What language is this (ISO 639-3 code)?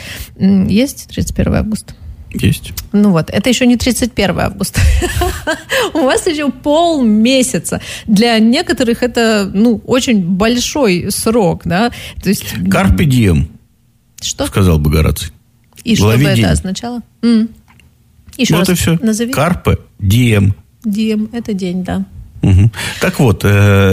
rus